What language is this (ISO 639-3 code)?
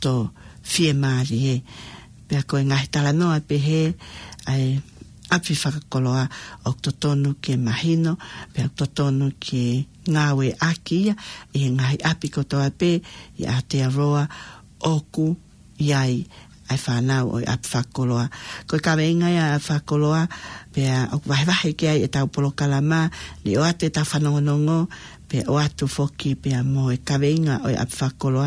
ton